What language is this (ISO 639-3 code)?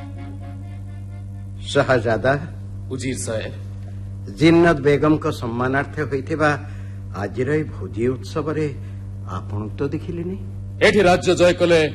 ori